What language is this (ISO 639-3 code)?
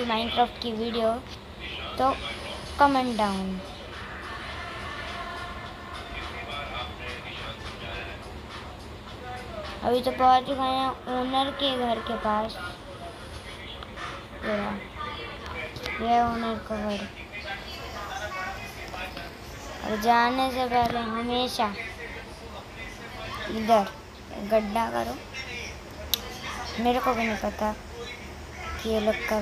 hin